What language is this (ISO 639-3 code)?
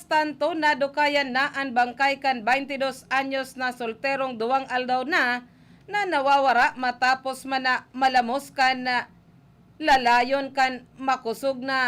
bik